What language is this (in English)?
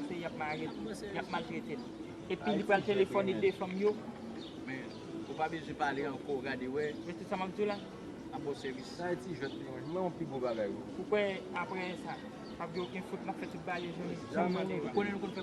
Haitian Creole